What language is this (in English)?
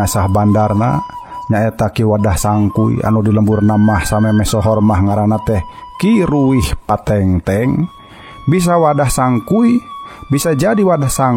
Sundanese